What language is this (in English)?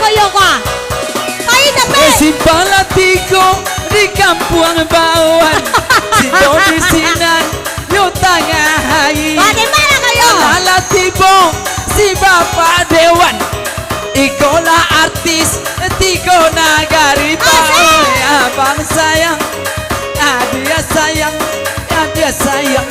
Minangkabau